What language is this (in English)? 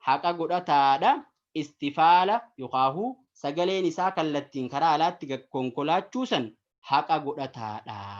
Oromo